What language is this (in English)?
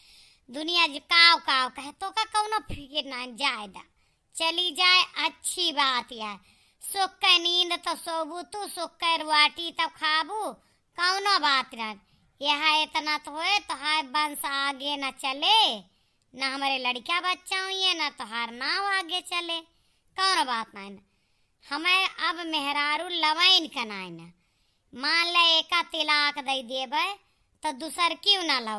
Awadhi